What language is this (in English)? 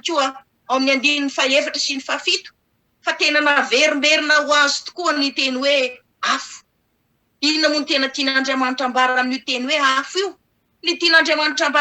Malagasy